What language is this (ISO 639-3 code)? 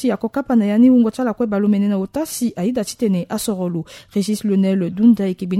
sag